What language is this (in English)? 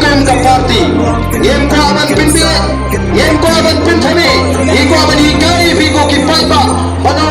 Khasi